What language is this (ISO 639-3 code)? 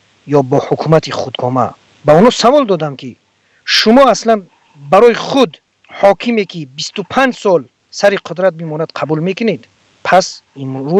tgk